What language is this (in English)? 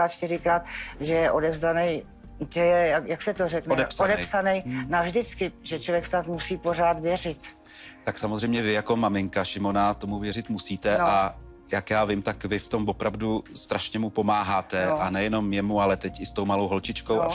Czech